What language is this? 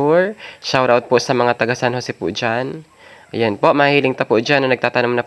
Bikol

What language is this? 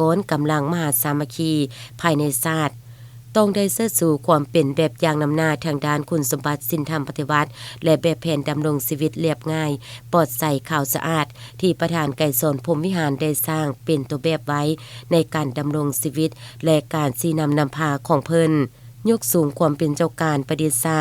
Lao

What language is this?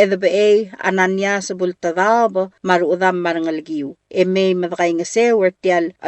Palauan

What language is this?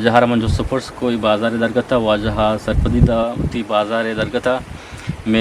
Eastern Balochi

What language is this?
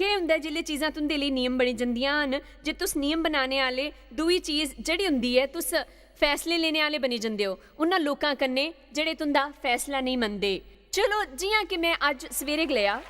Dogri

